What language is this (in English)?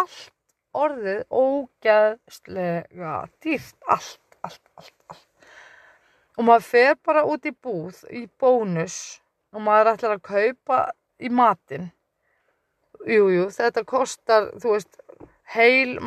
Icelandic